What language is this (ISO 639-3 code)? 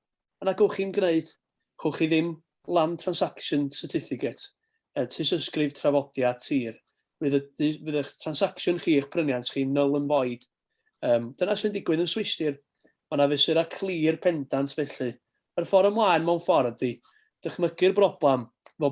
cym